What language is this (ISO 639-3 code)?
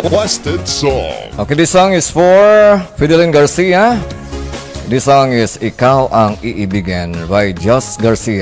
hil